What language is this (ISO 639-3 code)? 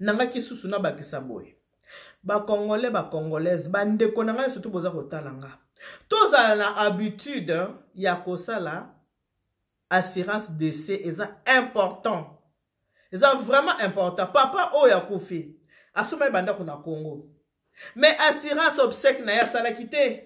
lin